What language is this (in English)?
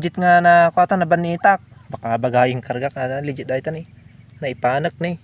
Iloko